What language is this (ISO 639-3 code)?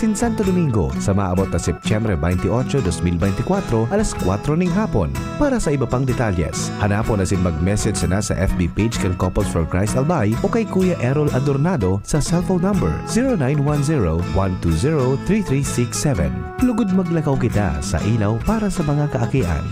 bik